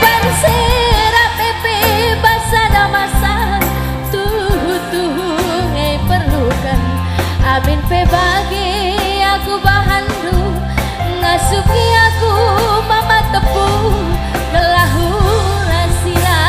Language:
Batak Karo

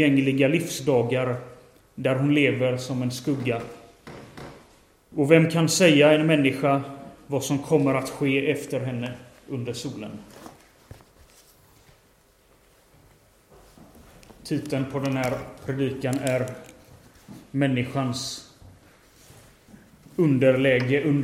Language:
Swedish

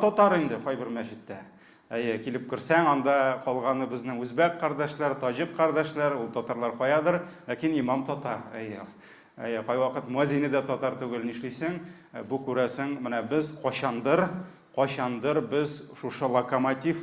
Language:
Tatar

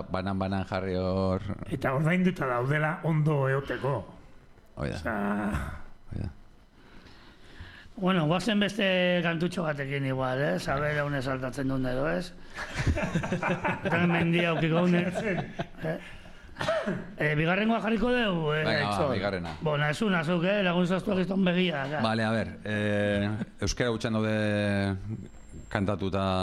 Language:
Basque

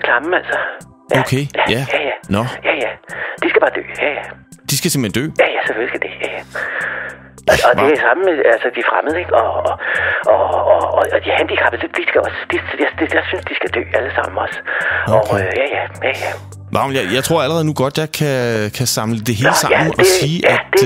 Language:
Danish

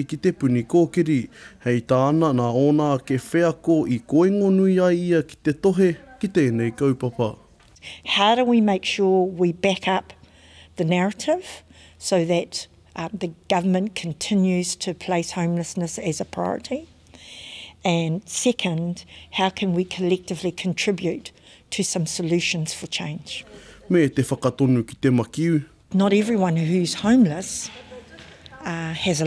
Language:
Māori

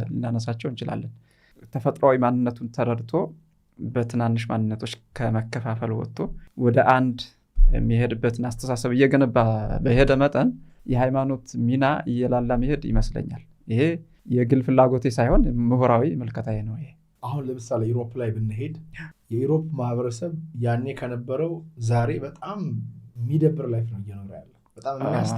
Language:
Amharic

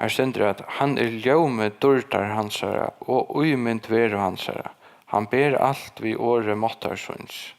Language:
Faroese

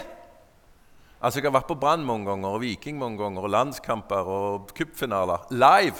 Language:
Norwegian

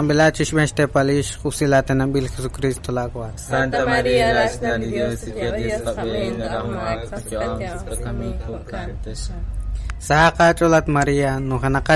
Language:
Kekchí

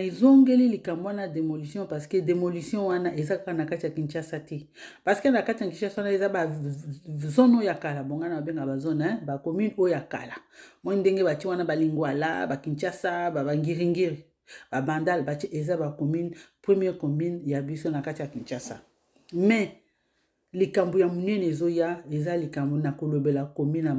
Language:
Lingala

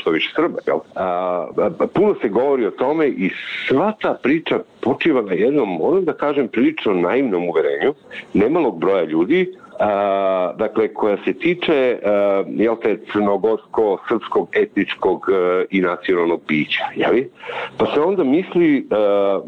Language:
Serbian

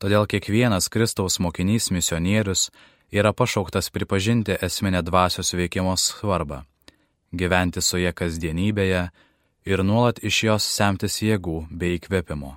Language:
Lithuanian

